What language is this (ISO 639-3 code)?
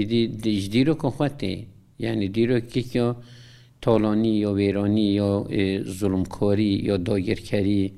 kur